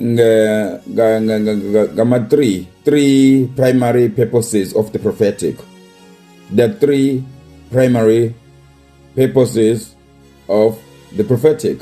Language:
Zulu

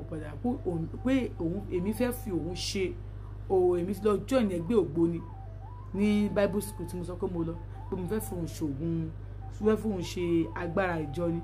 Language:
Yoruba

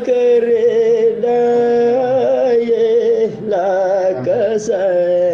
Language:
Wolof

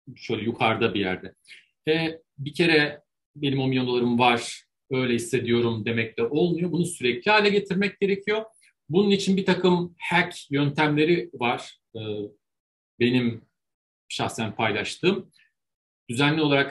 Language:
Turkish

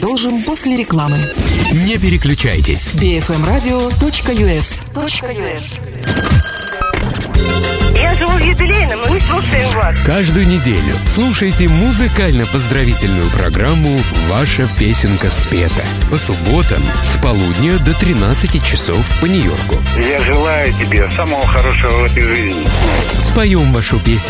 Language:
Russian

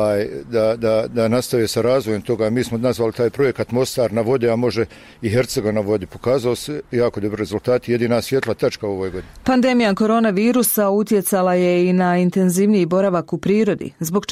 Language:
Bosnian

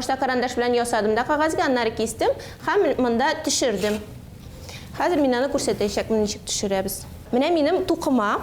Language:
Tatar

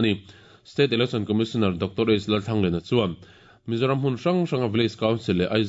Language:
Mizo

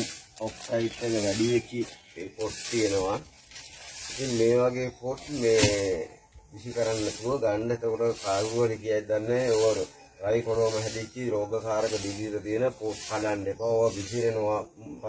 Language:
Sinhala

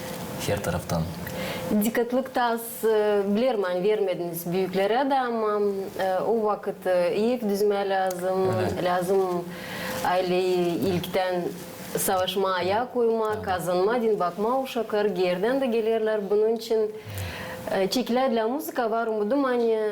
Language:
Gagauz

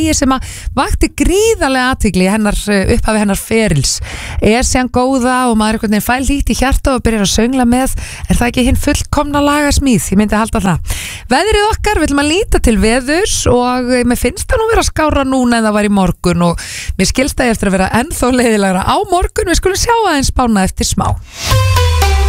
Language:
Icelandic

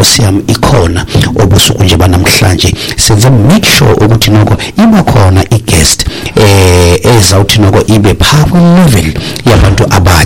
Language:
Xhosa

